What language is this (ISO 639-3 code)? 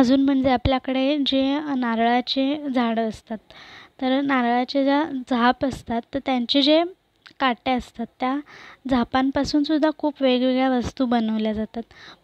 mar